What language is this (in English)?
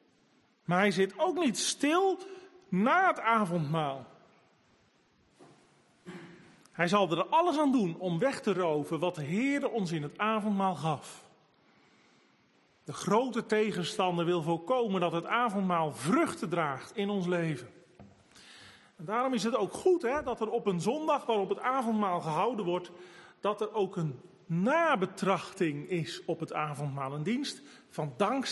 Dutch